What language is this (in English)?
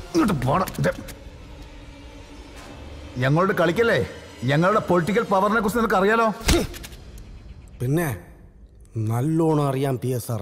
Malayalam